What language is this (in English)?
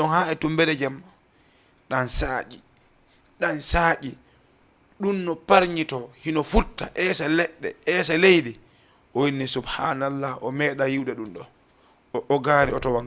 Fula